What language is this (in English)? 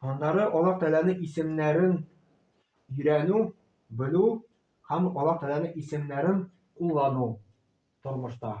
Tatar